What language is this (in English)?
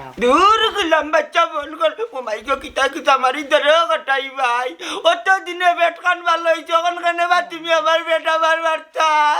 Sylheti